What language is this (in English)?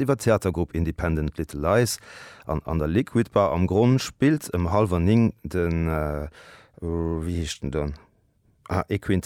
Luxembourgish